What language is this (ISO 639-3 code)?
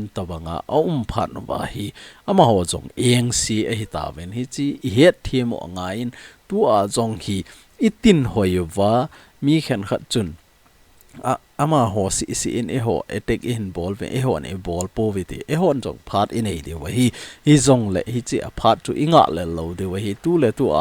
tcz